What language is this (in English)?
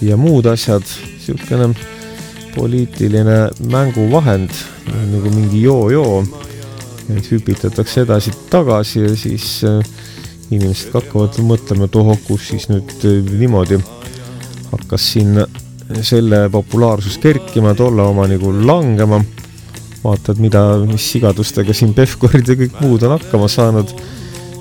Estonian